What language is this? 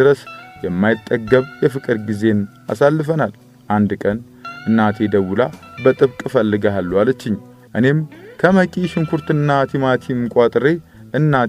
Amharic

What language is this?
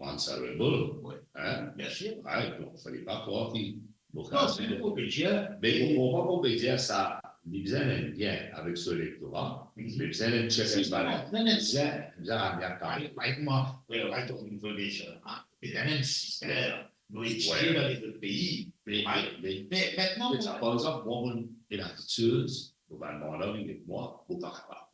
Morisyen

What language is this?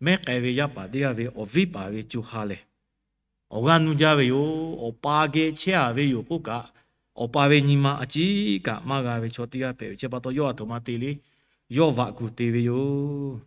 Lahu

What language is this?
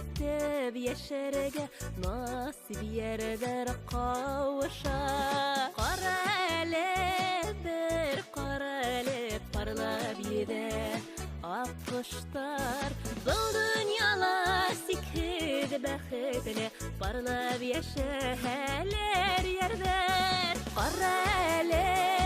Bashkir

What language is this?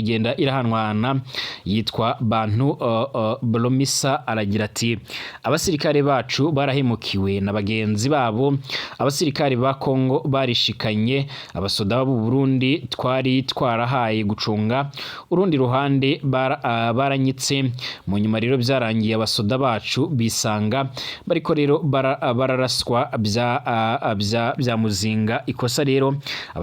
Rundi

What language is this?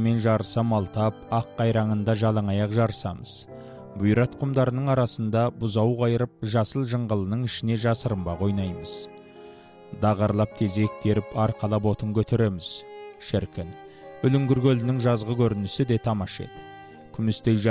Kazakh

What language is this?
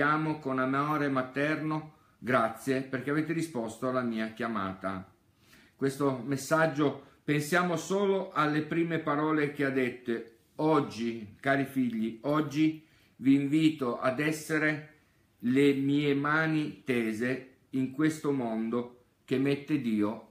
Italian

